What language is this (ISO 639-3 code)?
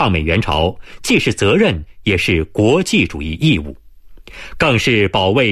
zho